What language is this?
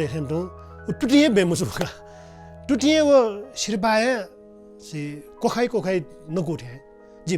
Newari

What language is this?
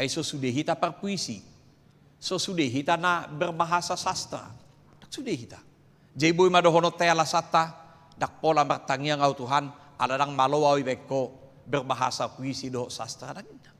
Batak Toba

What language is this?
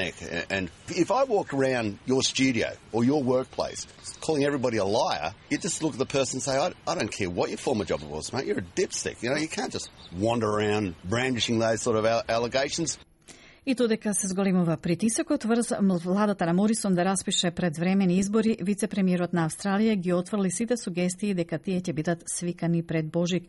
Macedonian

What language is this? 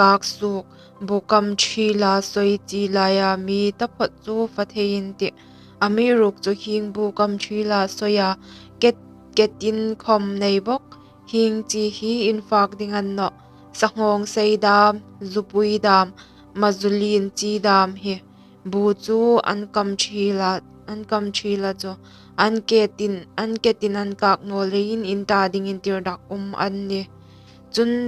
Hmar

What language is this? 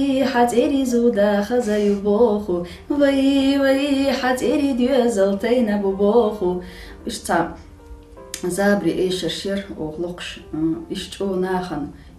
Chechen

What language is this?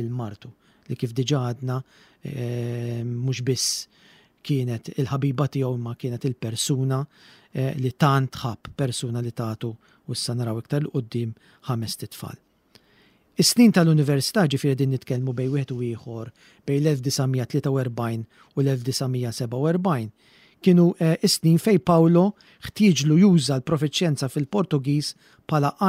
Maltese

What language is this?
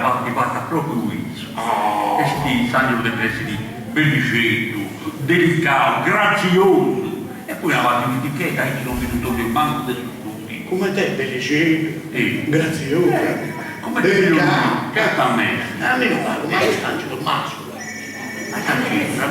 Sardinian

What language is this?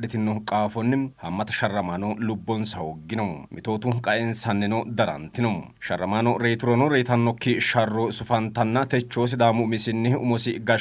Sidamo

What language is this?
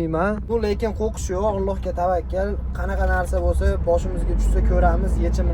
Uzbek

